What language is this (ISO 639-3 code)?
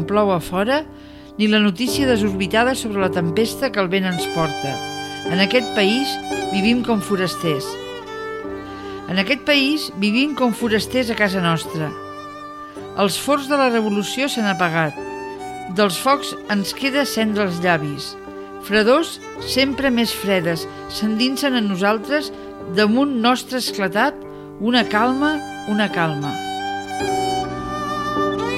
cat